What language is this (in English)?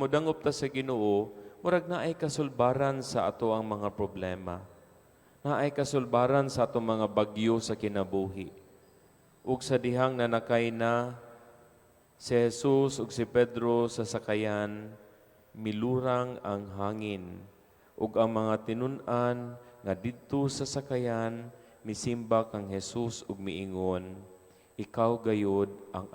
Cebuano